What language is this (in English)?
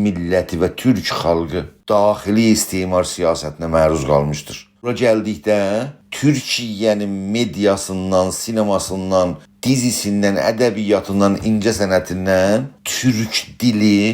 South Azerbaijani